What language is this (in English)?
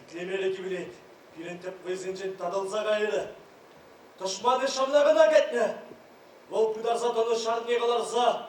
Chuvash